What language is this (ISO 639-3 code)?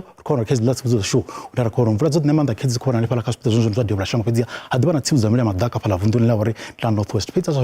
ven